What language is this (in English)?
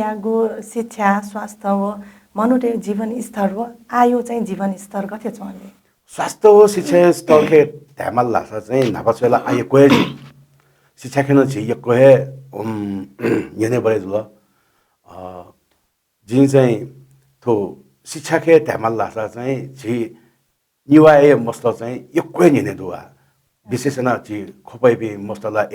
Newari